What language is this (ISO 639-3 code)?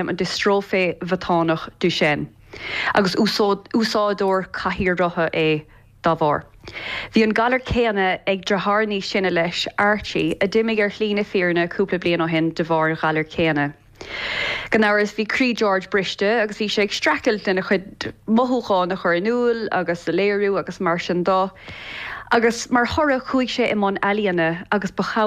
gle